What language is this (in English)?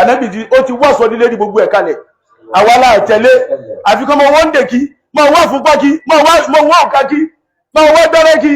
Yoruba